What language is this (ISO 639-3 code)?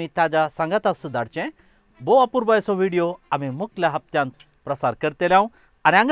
kok